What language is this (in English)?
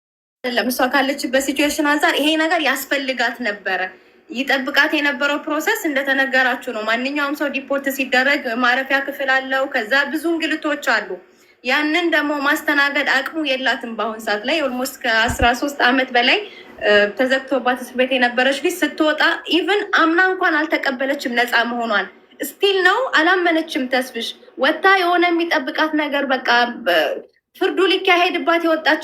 Amharic